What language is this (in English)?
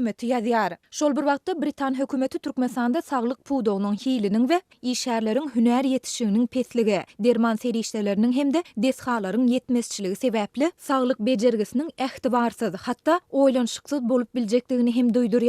Turkmen